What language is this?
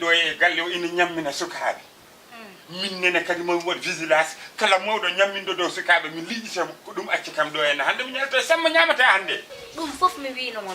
Fula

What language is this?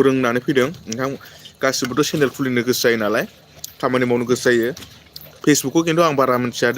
Bodo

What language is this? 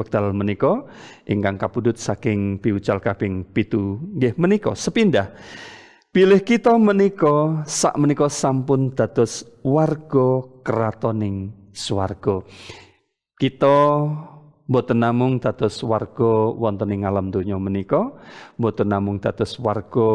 Javanese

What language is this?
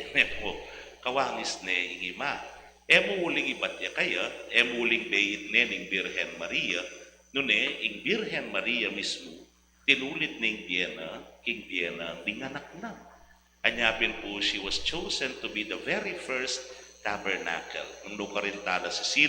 Pampanga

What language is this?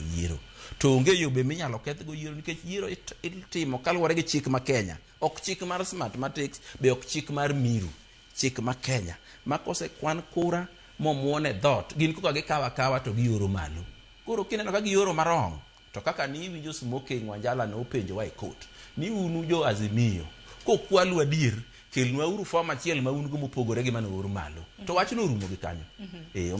Luo (Kenya and Tanzania)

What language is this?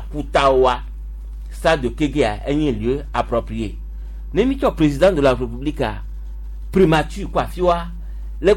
Gen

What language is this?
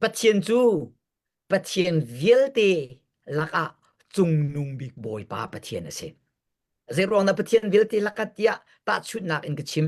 Hakha Chin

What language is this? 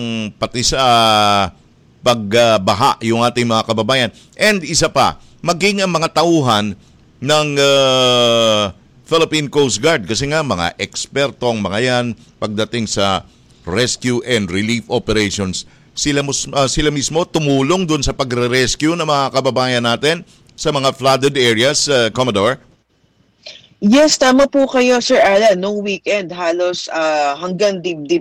Filipino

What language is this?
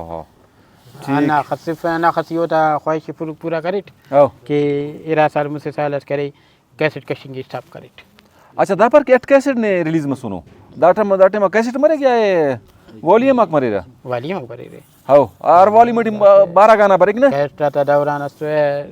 Brahui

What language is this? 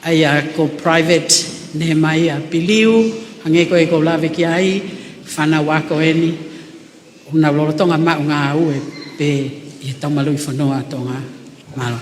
Tongan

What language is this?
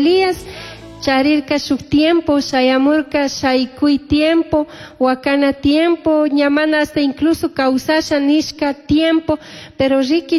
Chimborazo Highland Quichua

